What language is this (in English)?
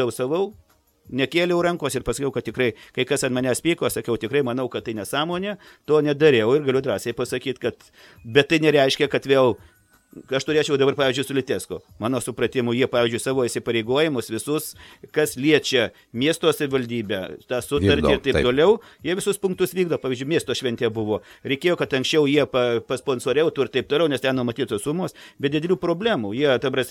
Lithuanian